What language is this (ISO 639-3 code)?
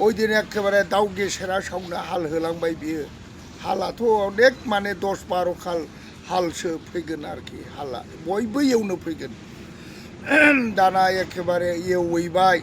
brx